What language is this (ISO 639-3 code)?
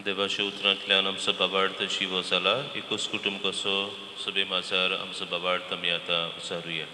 kok